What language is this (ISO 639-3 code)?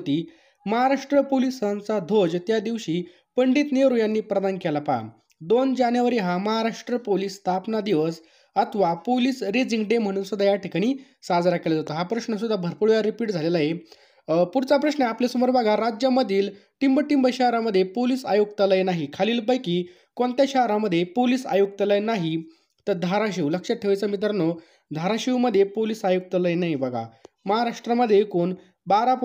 mar